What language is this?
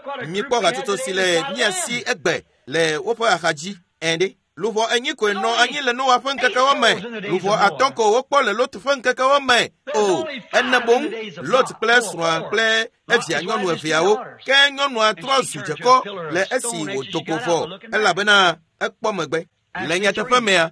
Ewe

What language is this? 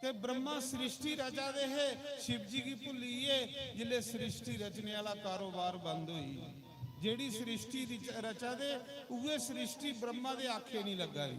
Dogri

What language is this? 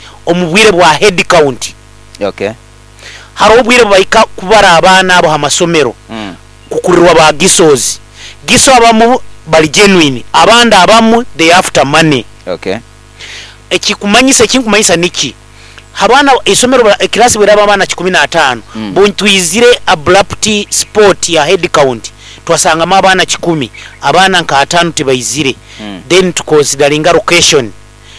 Nyoro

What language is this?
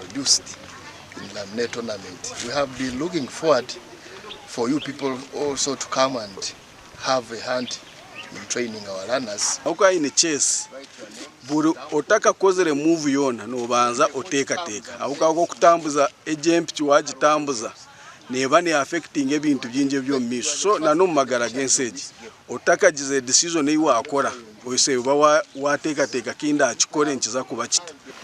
Nyankole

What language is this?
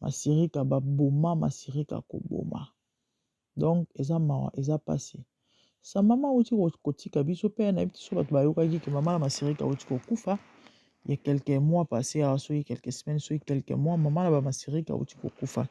Lingala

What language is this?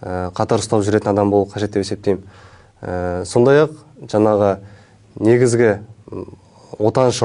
Kazakh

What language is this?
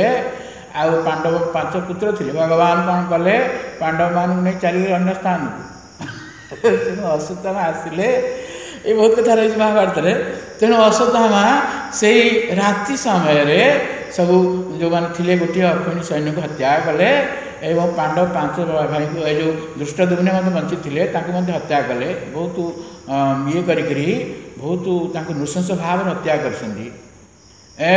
Odia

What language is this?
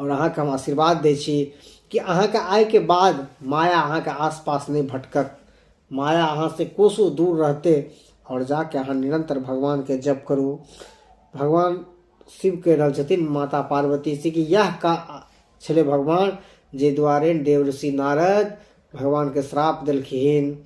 Maithili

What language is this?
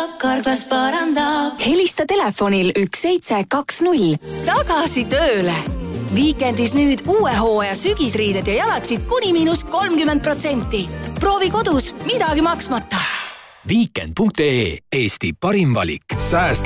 Estonian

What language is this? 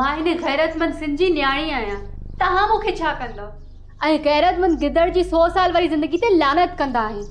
Sindhi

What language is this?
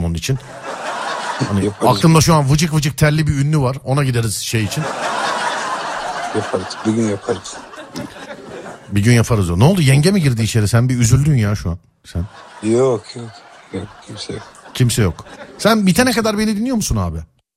Turkish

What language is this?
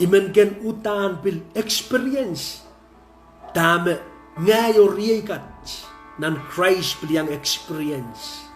Pohnpeian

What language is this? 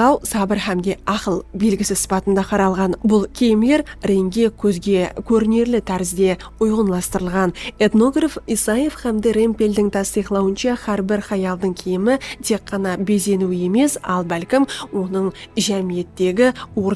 Kara-Kalpak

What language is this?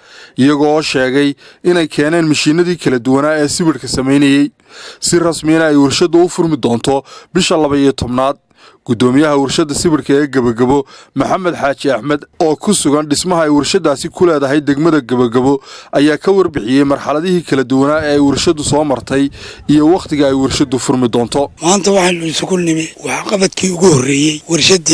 Somali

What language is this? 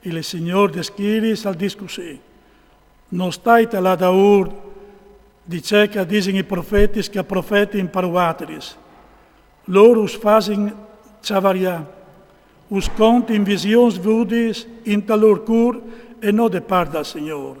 Friulian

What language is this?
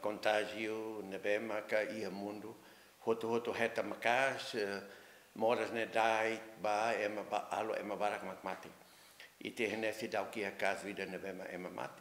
Tetum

